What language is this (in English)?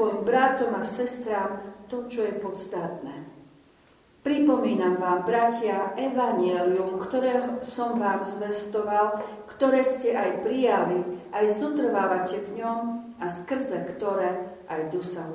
Slovak